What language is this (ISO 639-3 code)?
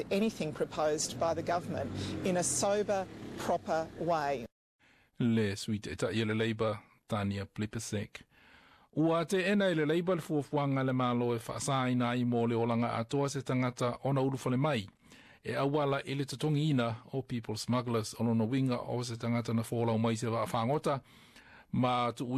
smo